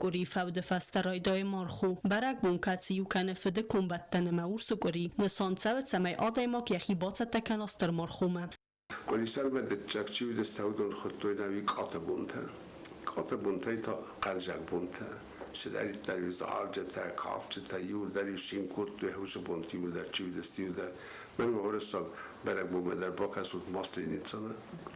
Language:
Ossetic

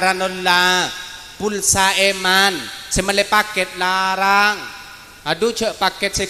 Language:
Madurese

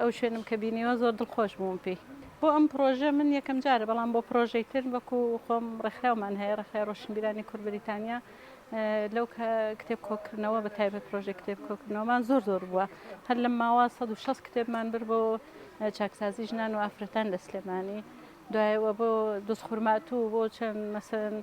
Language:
Central Kurdish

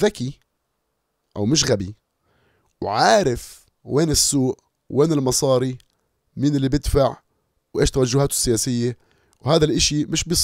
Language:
North Levantine Arabic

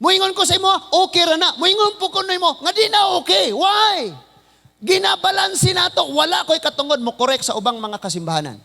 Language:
Cebuano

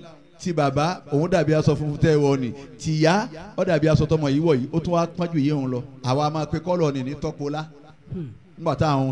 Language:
Yoruba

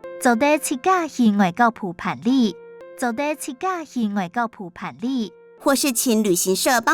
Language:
Hakka Chinese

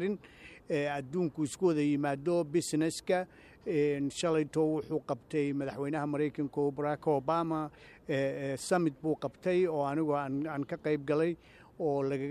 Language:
Somali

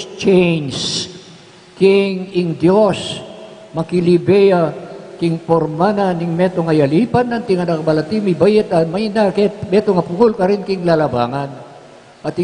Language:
Pampanga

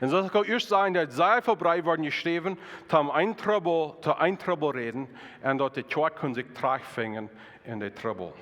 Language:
Plautdietsch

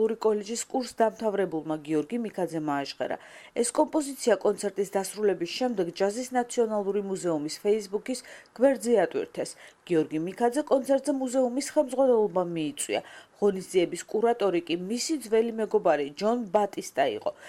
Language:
Georgian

